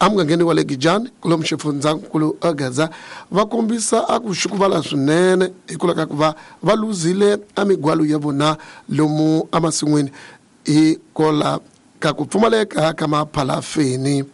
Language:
Tsonga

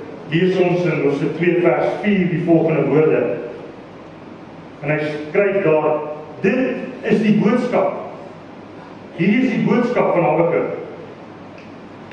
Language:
Afrikaans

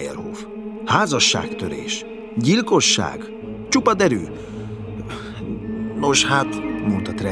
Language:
Hungarian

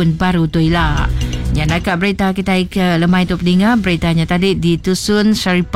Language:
Malay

